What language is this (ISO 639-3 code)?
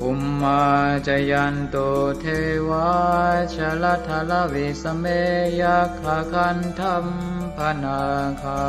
pli